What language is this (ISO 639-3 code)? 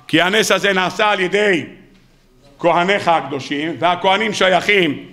heb